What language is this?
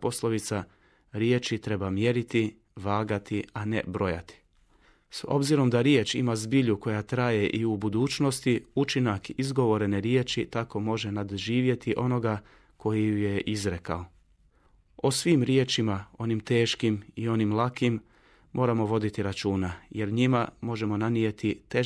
Bosnian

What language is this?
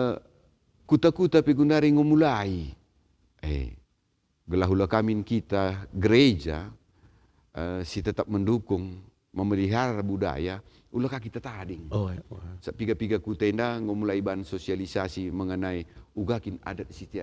Batak Karo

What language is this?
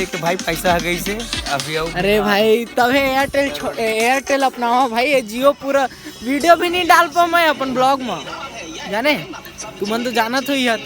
Chhattisgarhi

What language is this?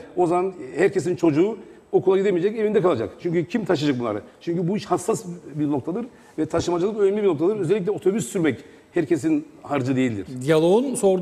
Turkish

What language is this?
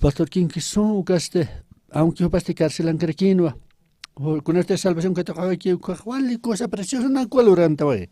Aymara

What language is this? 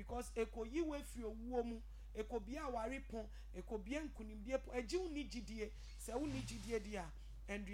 Akan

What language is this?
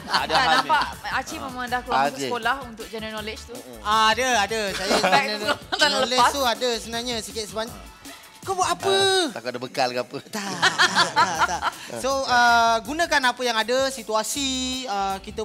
Malay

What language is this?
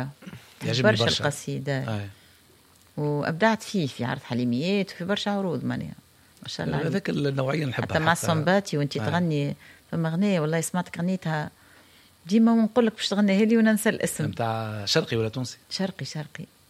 Tunisian Arabic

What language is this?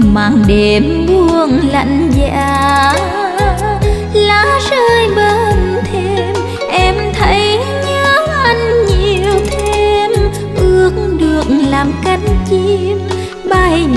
Vietnamese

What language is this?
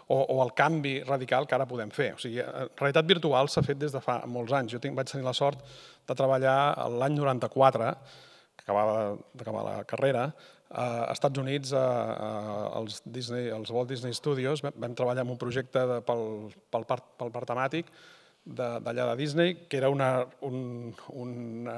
Catalan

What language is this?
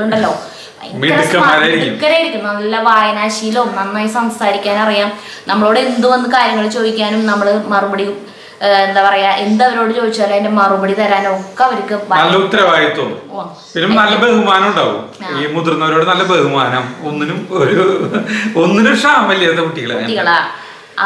Malayalam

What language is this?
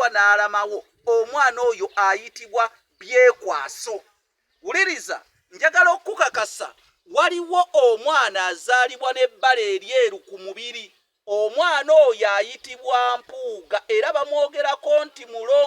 Ganda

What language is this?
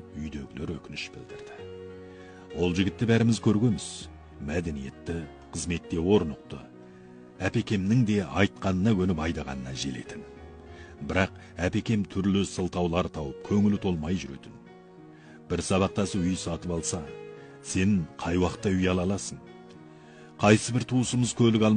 Kazakh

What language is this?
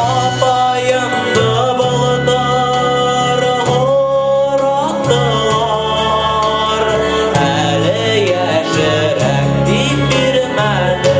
Bashkir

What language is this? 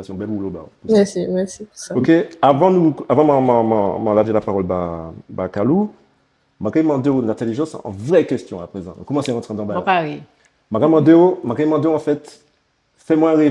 Guadeloupean Creole French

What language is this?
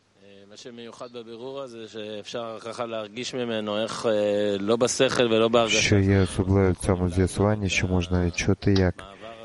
Ukrainian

